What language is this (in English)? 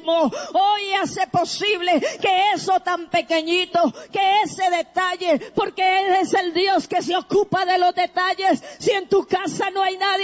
Spanish